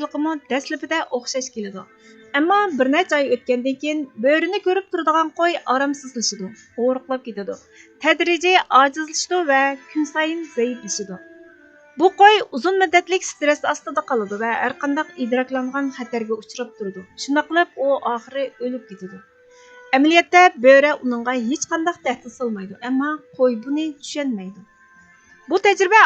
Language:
Uyghur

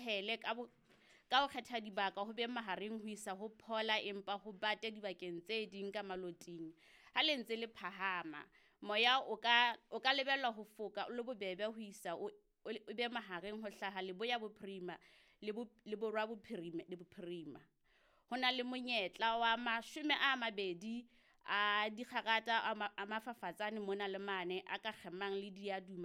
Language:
Southern Sotho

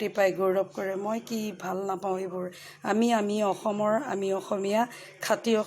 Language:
Assamese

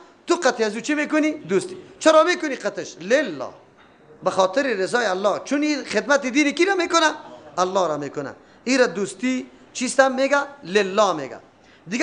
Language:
Persian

